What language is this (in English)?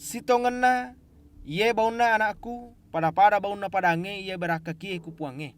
Buginese